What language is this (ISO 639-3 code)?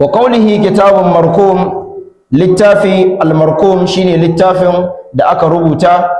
hau